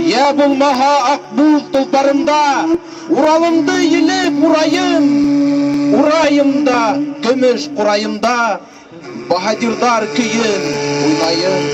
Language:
Bashkir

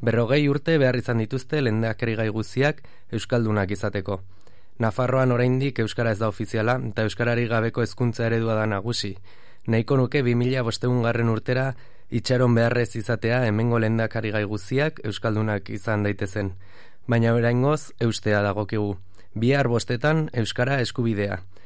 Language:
Basque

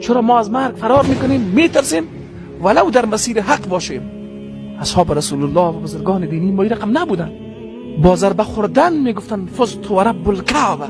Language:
Persian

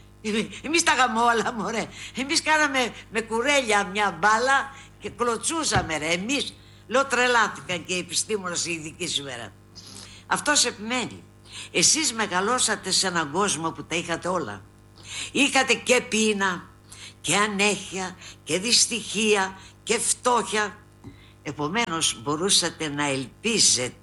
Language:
Greek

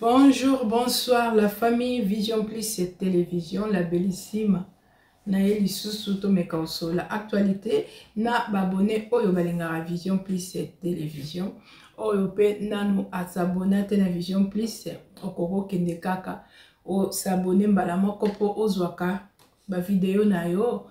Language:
Lingala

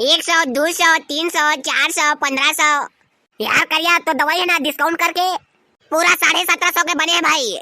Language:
Chhattisgarhi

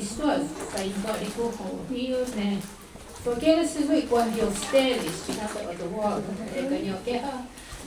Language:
Mohawk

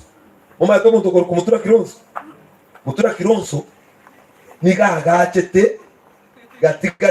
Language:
Gusii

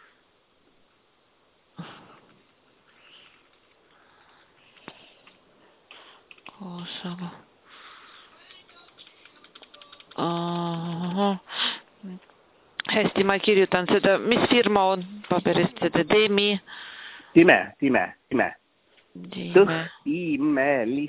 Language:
Estonian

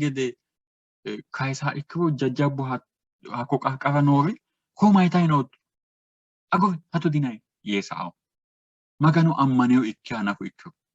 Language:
Sidamo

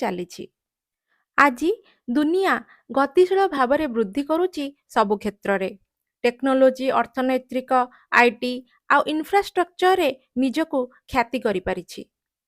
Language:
Odia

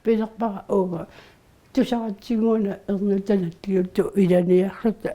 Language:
Kalaallisut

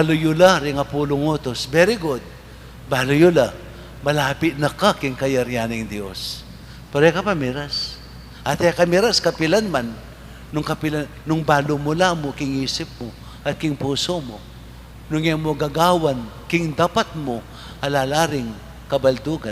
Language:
Pampanga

